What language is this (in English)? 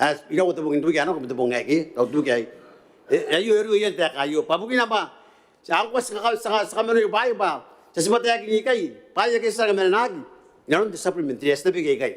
Gilbertese